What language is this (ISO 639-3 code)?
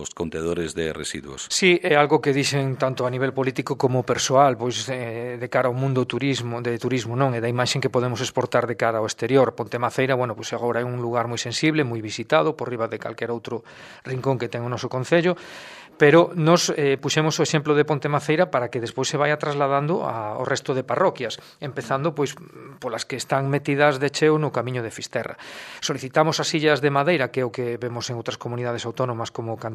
glg